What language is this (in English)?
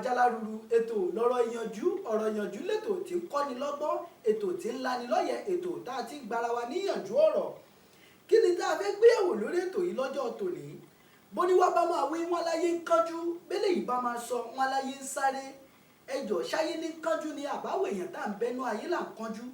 Yoruba